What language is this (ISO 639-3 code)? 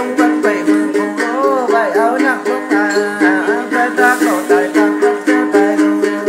vie